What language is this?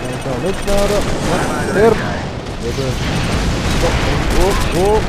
Swiss German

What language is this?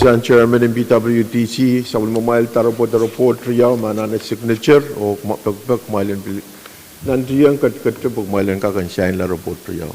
Pohnpeian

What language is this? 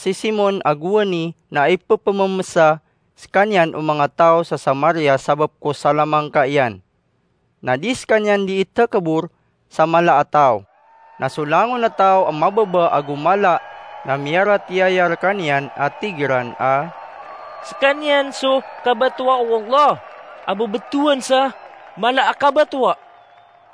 Maranao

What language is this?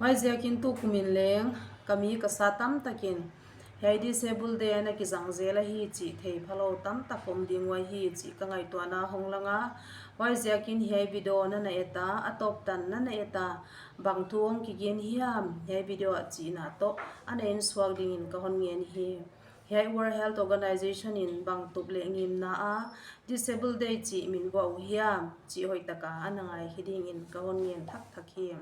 Paite Chin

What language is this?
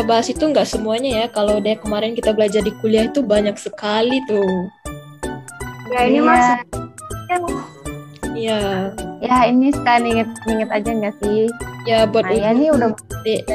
Indonesian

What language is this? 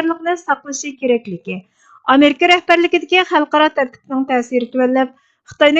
Uyghur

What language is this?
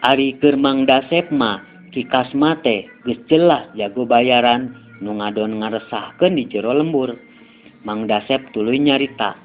Sundanese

